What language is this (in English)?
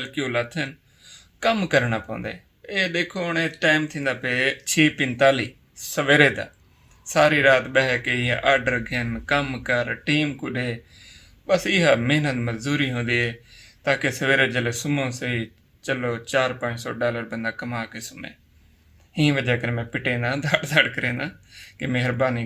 Saraiki